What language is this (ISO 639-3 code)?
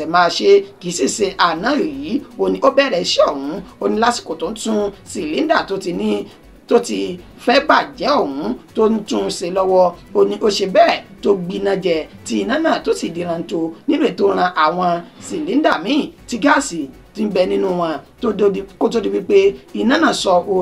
yor